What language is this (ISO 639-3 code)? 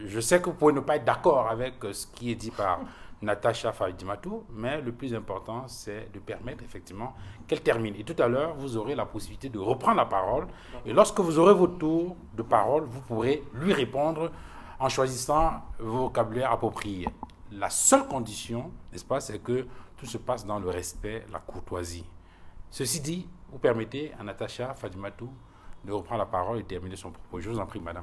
fra